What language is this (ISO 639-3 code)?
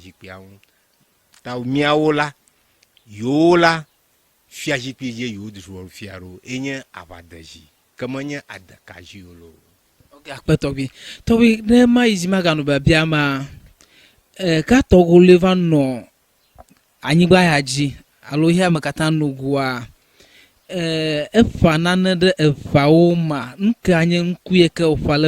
ewe